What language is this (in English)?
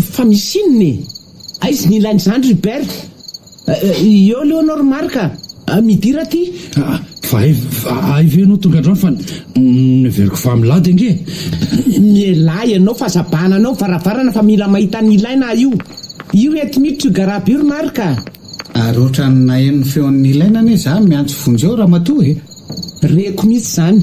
Malagasy